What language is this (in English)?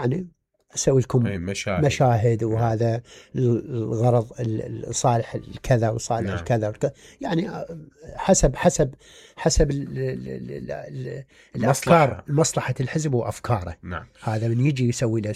Mesopotamian Arabic